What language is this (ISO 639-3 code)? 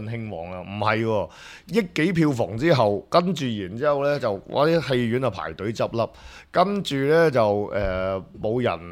yue